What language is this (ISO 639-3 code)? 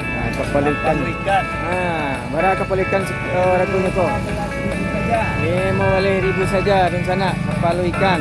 min